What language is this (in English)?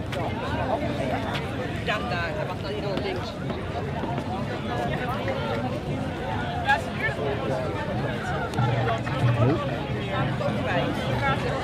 Dutch